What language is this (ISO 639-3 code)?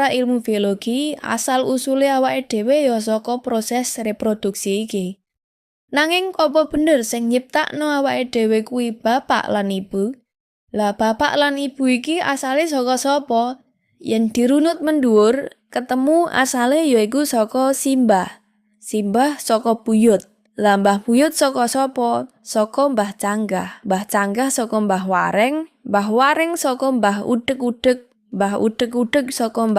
jav